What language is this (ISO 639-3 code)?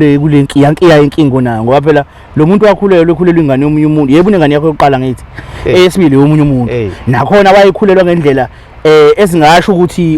zul